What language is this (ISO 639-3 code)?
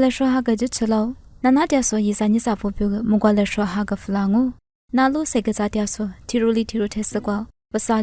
lis